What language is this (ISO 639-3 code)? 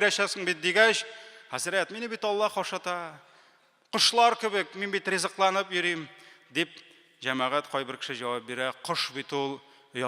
tat